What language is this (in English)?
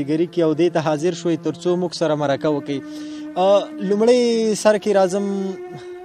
Pashto